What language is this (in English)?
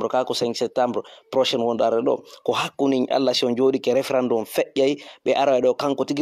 Fula